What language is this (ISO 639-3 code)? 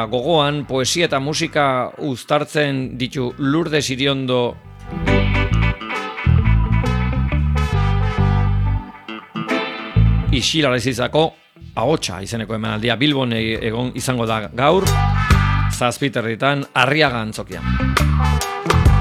eus